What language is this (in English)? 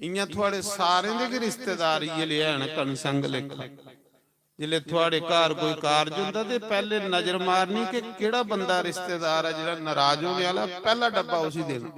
Dogri